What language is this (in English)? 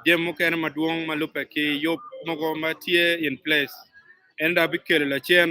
Acoli